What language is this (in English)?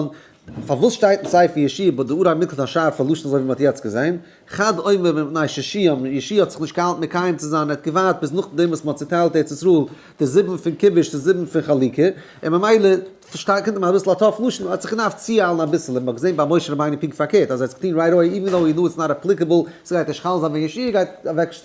Yiddish